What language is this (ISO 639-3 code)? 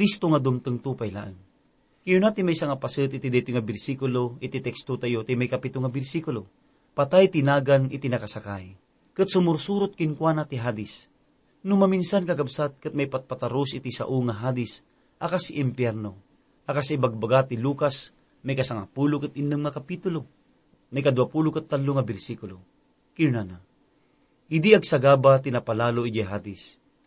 ilo